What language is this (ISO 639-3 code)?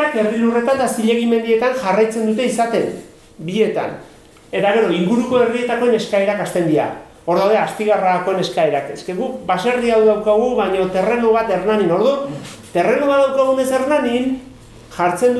eus